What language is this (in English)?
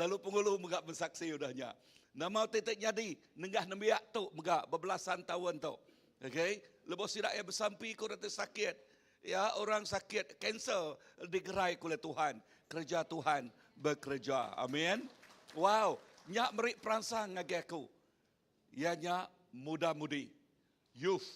Iban